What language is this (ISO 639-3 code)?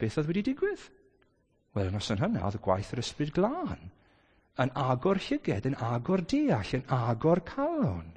cym